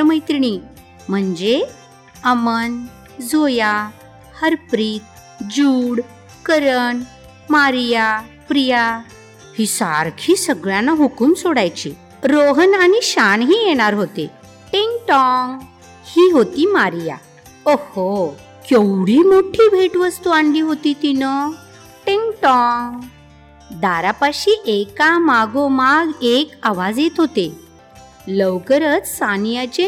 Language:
Marathi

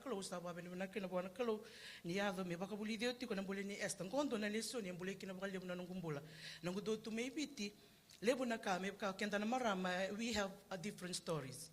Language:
Fijian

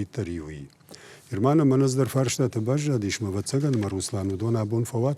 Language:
Ossetic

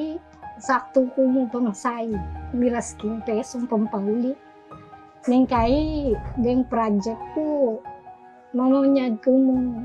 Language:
Pampanga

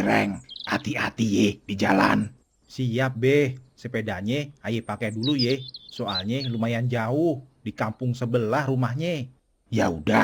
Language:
Betawi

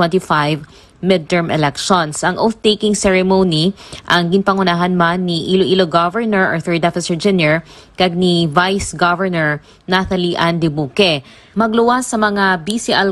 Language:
Hiligaynon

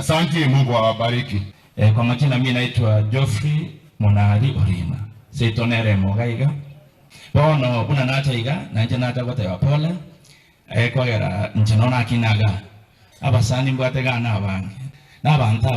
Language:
Gusii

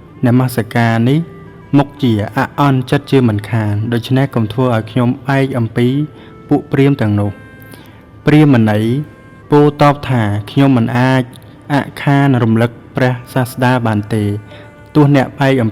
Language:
Khmer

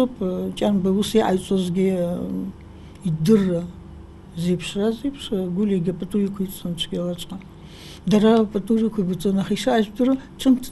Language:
Abkhazian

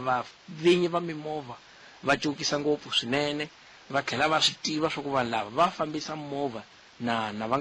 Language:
Tsonga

